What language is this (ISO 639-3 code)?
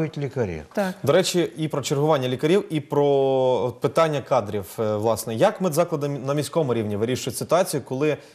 ukr